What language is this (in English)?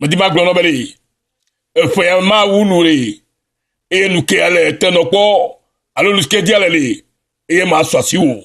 Ewe